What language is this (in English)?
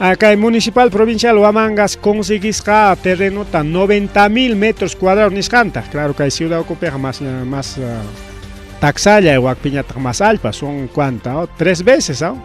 Ayacucho Quechua